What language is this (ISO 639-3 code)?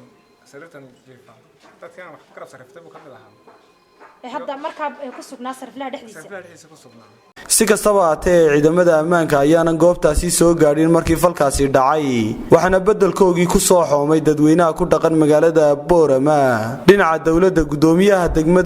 som